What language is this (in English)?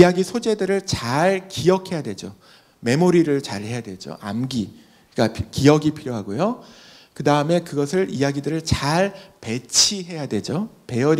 Korean